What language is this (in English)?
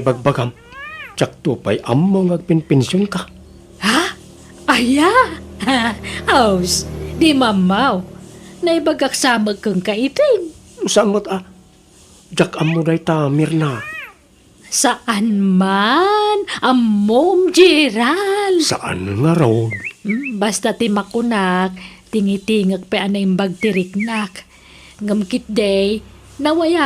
Iloko